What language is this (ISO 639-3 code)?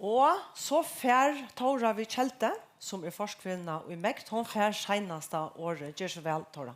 fao